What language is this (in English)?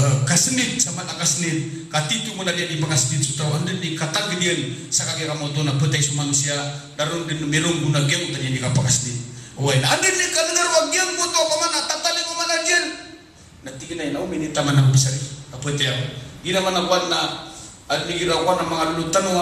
Maranao